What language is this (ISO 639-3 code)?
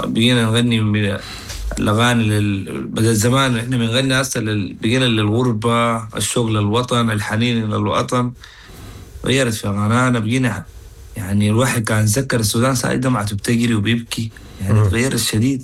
apd